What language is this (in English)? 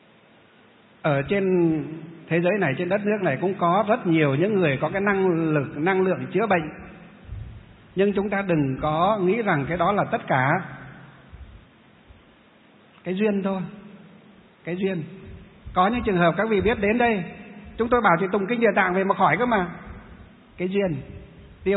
Vietnamese